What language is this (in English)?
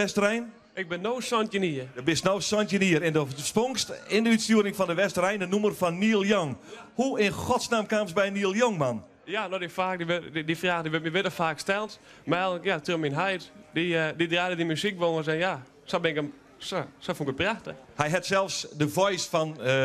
Western Frisian